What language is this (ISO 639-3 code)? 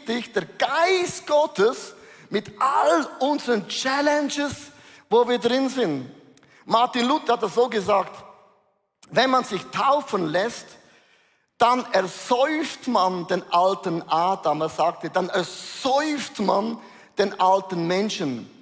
gsw